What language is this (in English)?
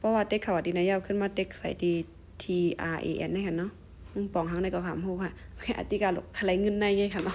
Shan